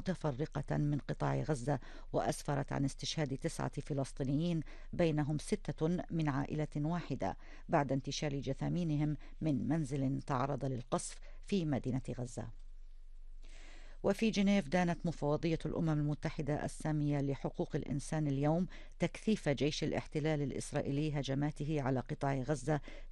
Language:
Arabic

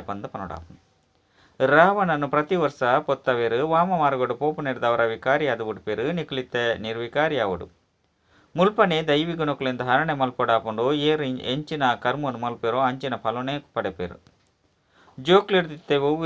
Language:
Tulu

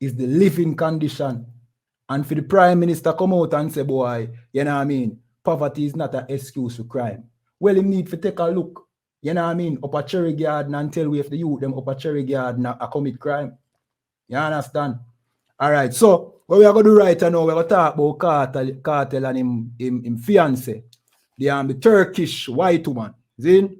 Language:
Jamaican Creole English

